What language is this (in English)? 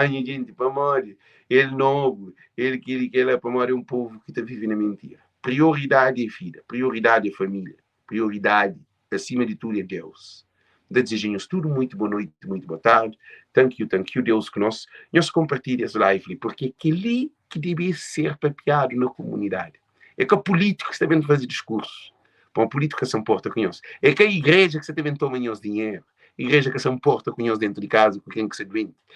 Kabuverdianu